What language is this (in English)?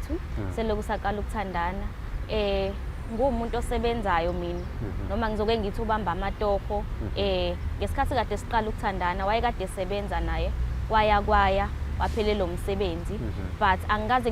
Zulu